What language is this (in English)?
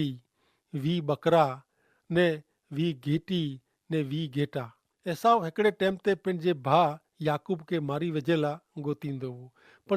Kachhi